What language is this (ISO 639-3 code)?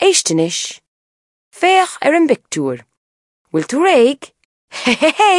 gle